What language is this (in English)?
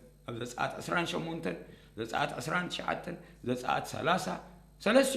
Tigrinya